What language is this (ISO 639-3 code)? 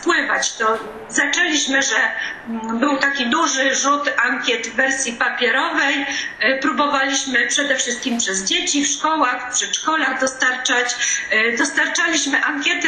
pol